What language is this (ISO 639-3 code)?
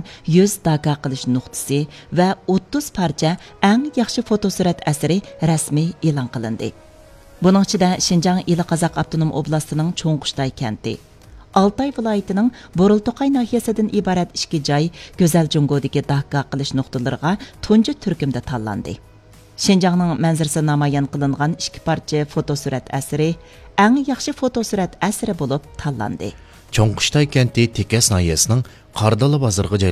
uig